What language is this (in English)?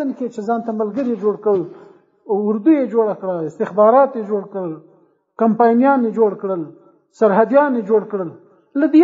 Pashto